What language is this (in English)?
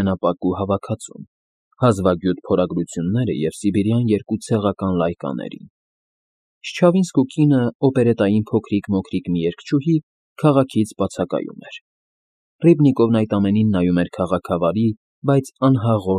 Armenian